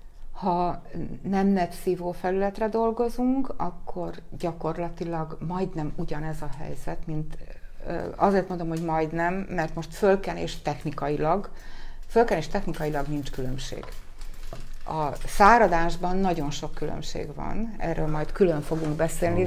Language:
Hungarian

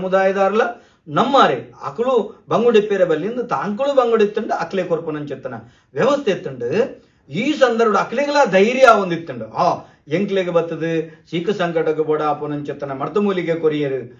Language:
Tulu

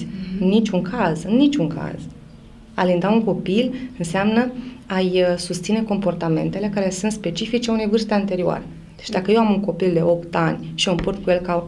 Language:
Romanian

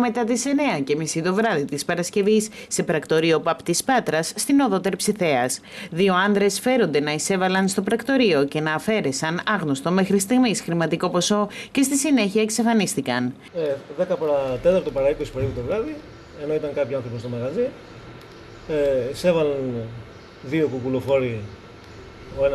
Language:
Greek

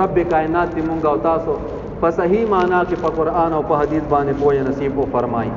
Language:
Pashto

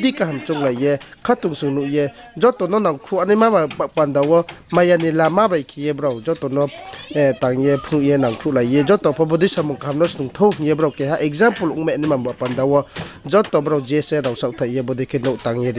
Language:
Riang (India)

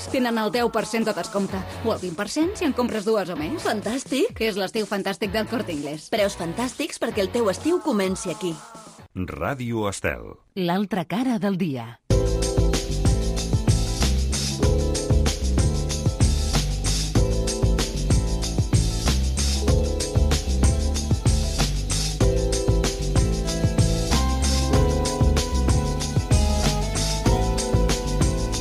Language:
Catalan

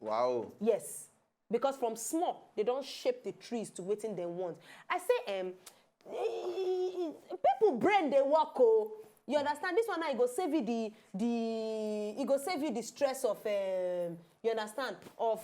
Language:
Nigerian Pidgin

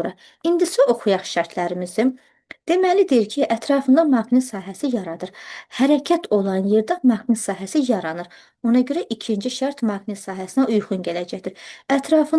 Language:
Azerbaijani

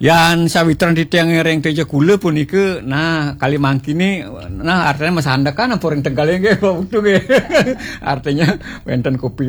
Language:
Balinese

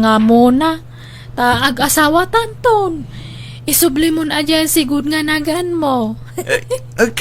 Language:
Iloko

